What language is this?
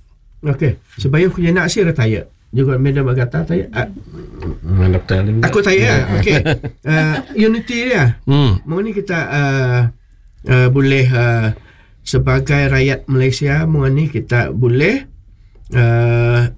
Malay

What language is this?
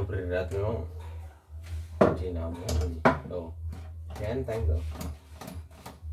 Indonesian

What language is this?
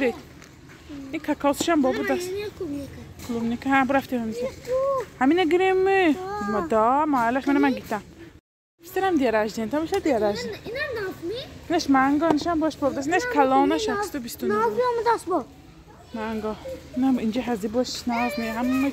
Tajik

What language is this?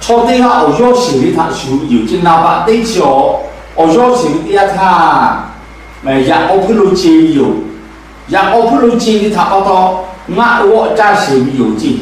Lahu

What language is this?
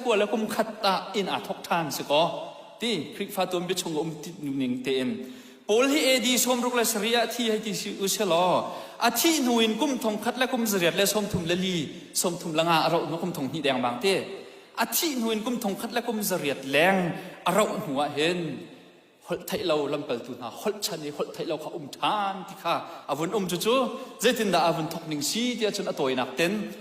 Hakha Chin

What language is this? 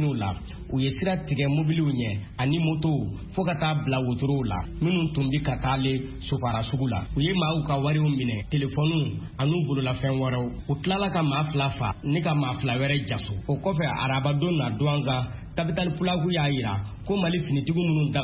Bambara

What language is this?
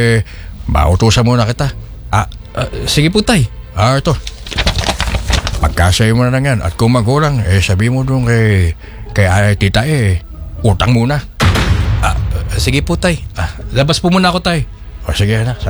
Filipino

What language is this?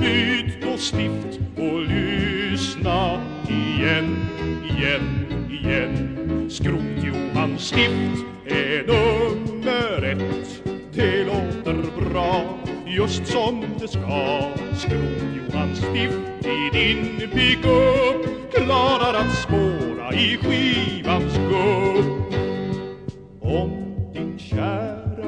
Swedish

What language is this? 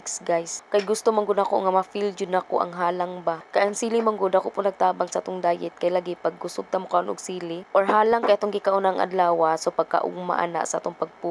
Cebuano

